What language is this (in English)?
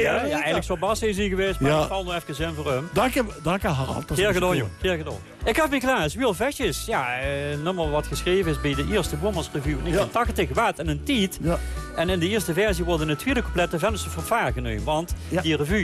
Dutch